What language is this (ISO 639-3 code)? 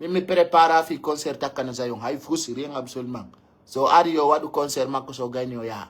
fuf